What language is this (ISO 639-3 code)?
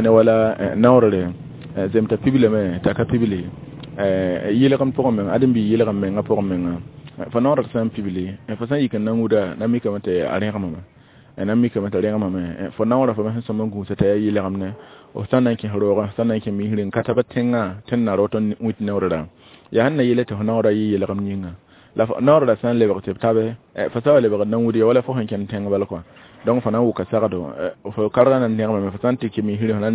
mos